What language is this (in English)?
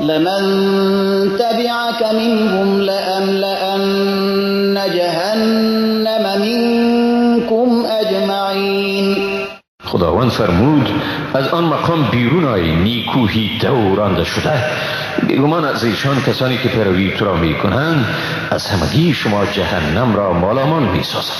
Persian